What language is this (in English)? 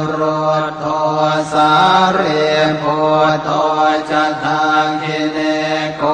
Pali